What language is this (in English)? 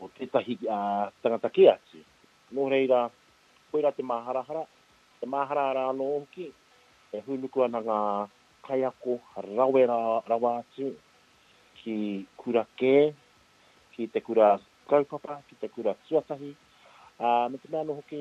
Māori